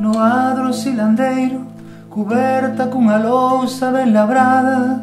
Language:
Galician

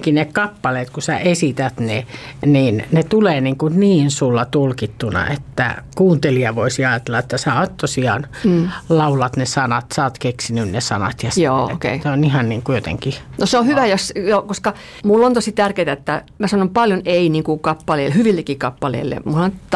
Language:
Finnish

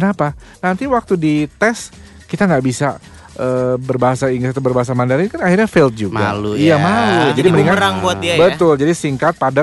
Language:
Indonesian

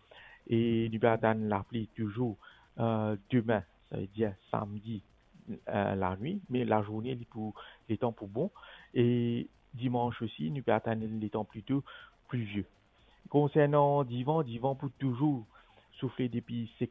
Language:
Morisyen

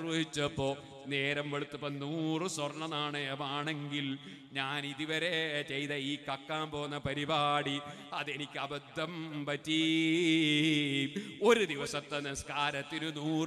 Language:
Malayalam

